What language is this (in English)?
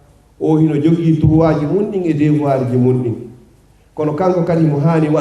Fula